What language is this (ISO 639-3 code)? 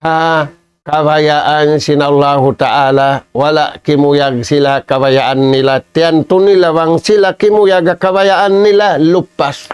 tsg